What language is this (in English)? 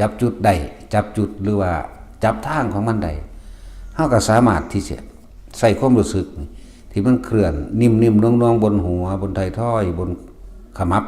Northeastern Thai